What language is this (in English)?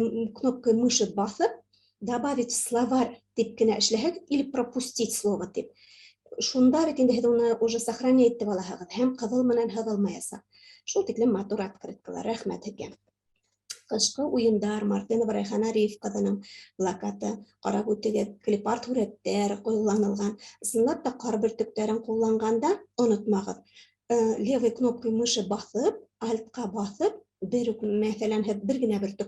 Bashkir